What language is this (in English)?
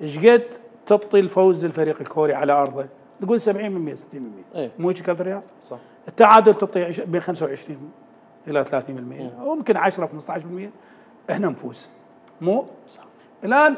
Mesopotamian Arabic